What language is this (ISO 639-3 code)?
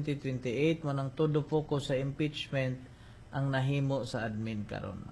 ceb